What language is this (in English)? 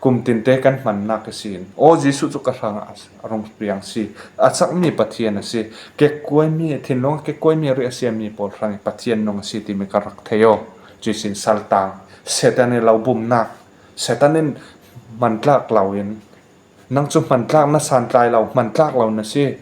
Falam Chin